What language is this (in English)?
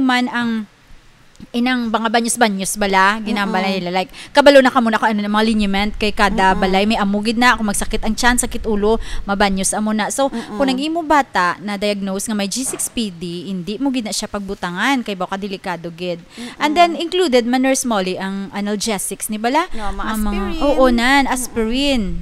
Hiligaynon